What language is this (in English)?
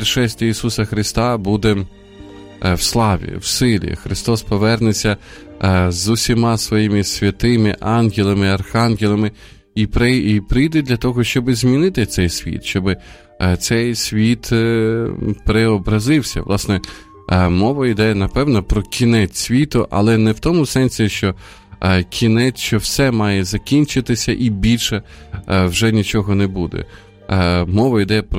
Ukrainian